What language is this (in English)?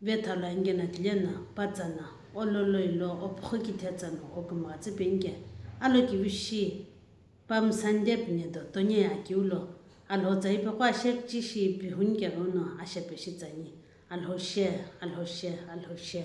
Sumi Naga